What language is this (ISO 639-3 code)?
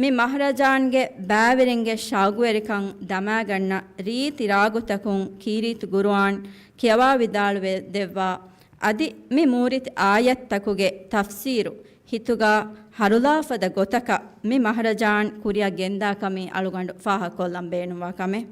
div